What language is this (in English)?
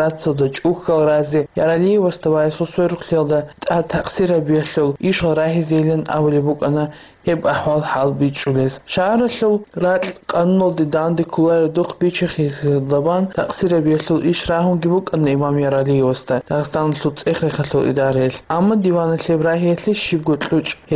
Avaric